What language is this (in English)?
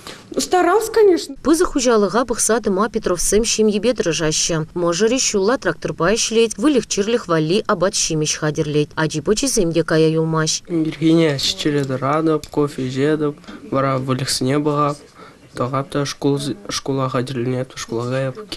Chuvash